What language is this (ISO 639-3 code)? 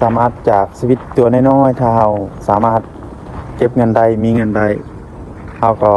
lao